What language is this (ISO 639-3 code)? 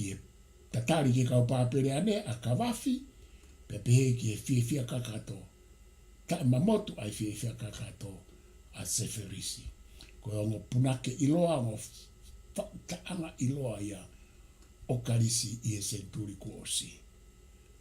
ton